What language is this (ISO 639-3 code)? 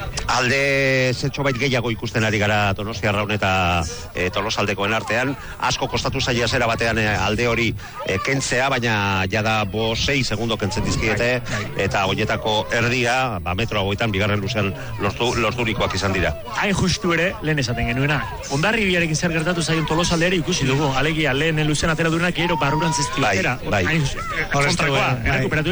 eus